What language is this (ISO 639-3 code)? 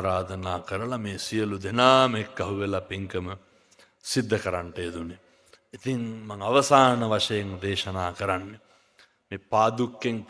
sin